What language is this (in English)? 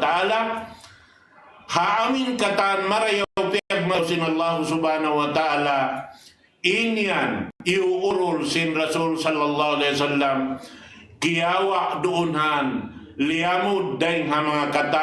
Tausug